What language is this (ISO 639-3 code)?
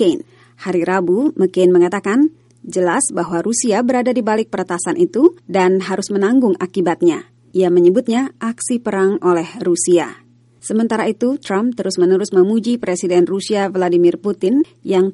ind